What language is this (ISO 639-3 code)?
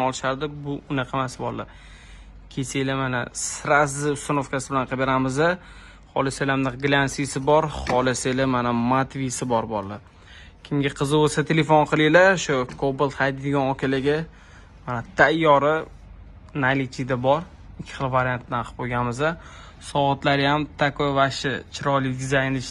uzb